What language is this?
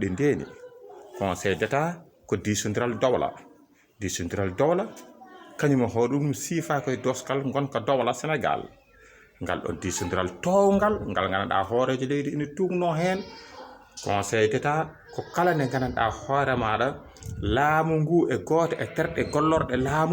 Fula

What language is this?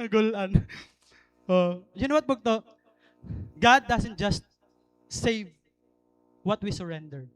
Waray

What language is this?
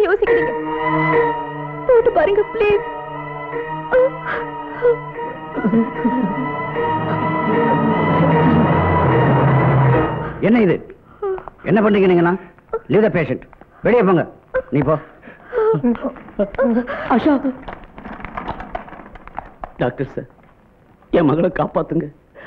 Tamil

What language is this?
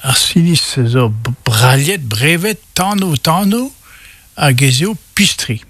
Breton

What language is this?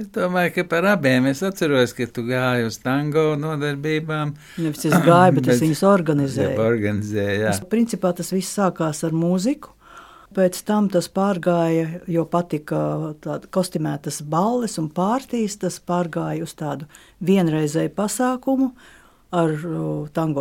Latvian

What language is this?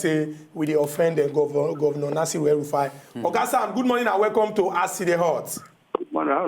Nigerian Pidgin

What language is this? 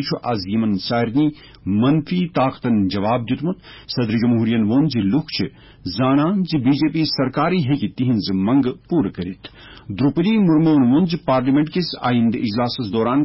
Kashmiri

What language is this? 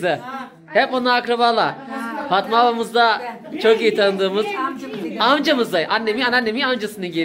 Turkish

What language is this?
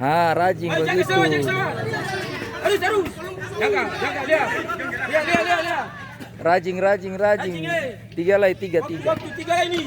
Ambonese Malay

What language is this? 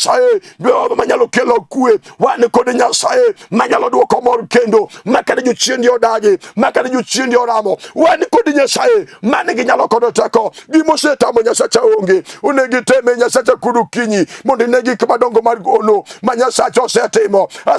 Luo (Kenya and Tanzania)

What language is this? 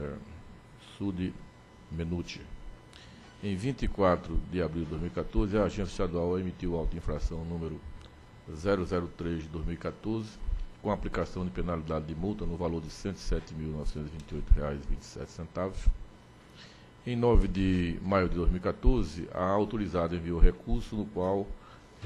Portuguese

